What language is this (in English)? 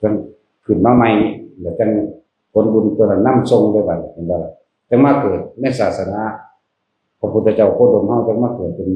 Northeastern Thai